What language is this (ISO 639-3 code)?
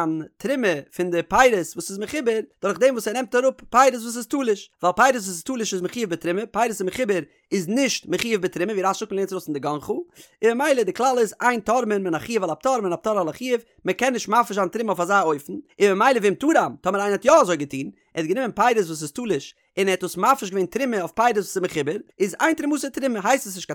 yid